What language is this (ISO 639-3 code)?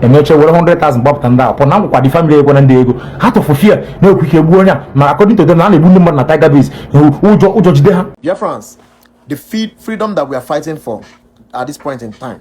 ibo